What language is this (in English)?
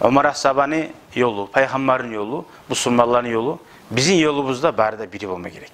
Kumyk